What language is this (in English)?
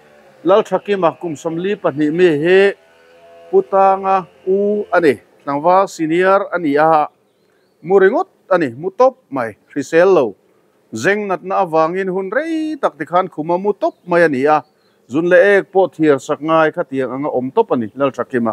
Mizo